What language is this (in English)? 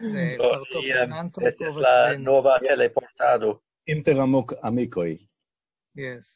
Esperanto